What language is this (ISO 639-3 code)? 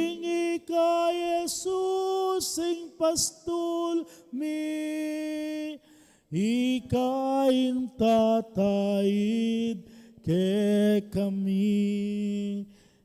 pam